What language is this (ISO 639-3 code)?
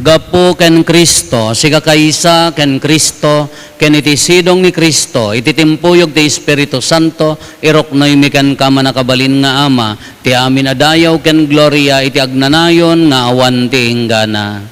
ilo